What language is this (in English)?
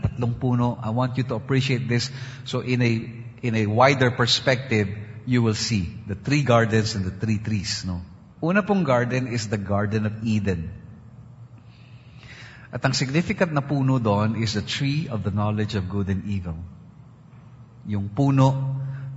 Filipino